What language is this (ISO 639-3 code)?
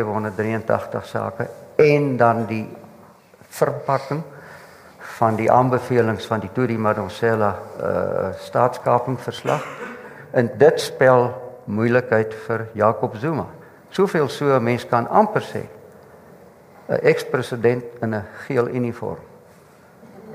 afr